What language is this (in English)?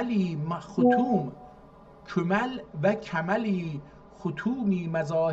South Azerbaijani